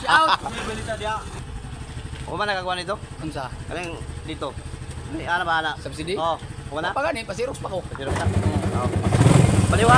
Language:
Cebuano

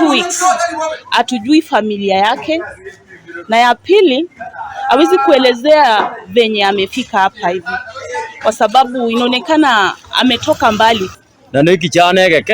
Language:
Gusii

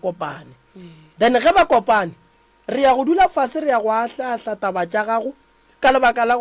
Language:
Northern Sotho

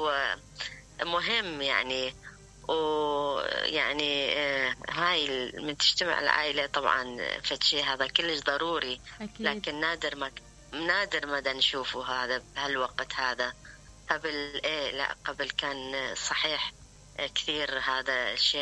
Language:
Mesopotamian Arabic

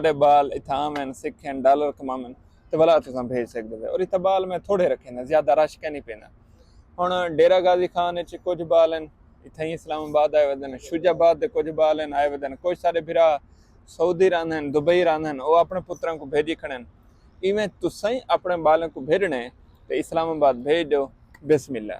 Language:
Saraiki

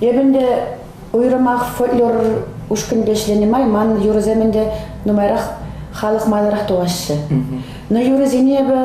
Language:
Chuvash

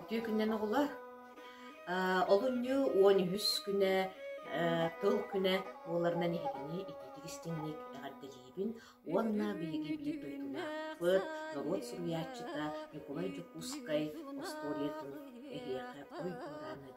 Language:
Yakut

